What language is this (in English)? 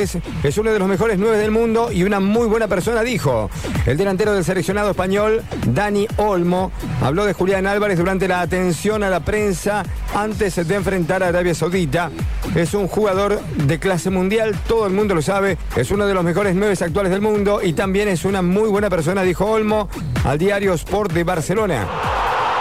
Spanish